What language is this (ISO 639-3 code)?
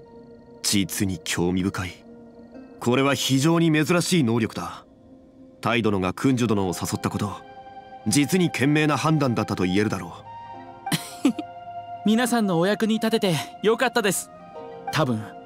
jpn